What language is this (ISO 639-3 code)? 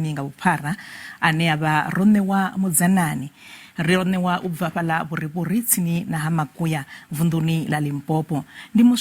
ven